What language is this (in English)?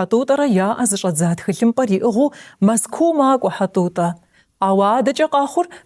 Kabardian